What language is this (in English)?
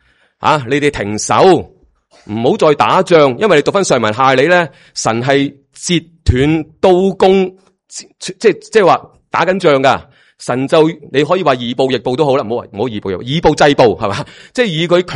Cantonese